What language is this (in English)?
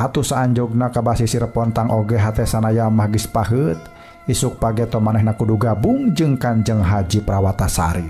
Sundanese